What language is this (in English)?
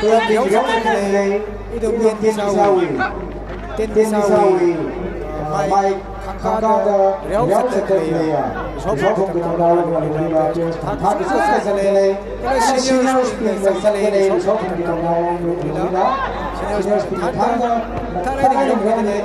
Tangkhul Naga (India)